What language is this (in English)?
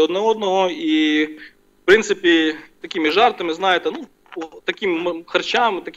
Ukrainian